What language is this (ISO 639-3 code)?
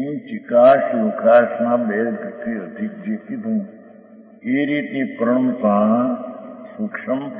guj